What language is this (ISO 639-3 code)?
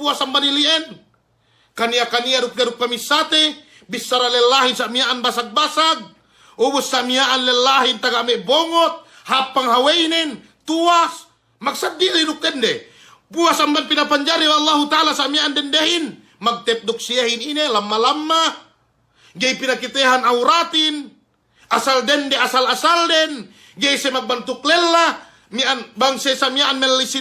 yka